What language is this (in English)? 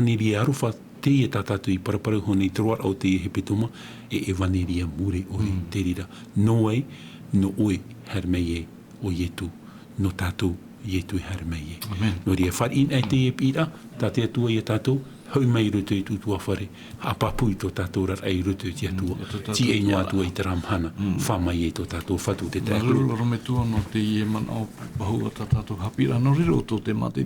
Tahitian